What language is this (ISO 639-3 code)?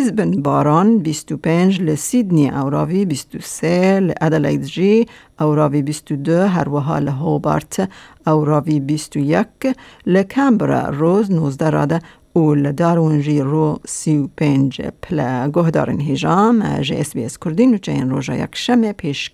kur